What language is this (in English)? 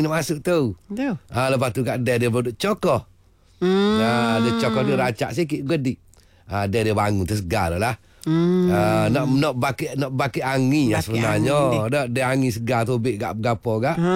Malay